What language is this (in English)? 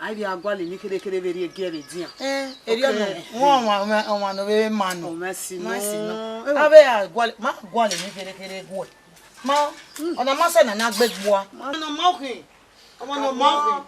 Bini